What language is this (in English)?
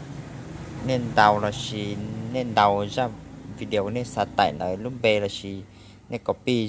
Hmong